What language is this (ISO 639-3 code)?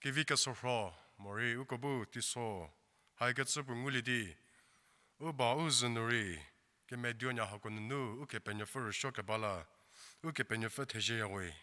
njm